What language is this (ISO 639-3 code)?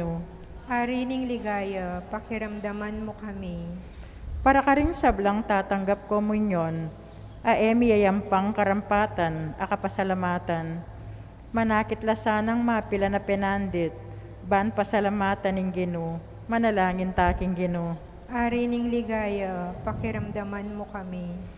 pam